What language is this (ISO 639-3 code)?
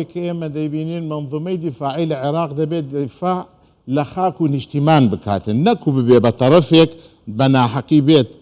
ckb